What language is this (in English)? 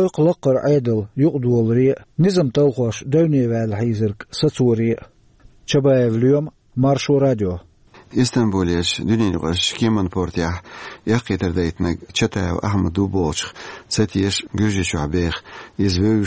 Chechen